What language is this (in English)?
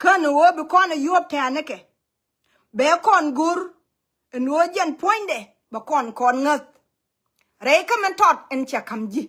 Nuer